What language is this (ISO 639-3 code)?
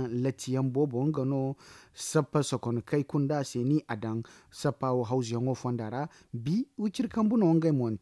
dje